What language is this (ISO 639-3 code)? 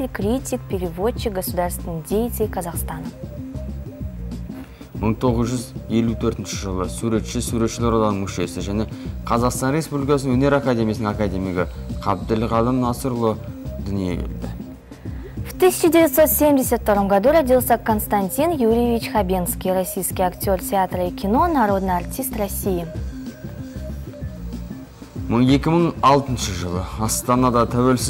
kaz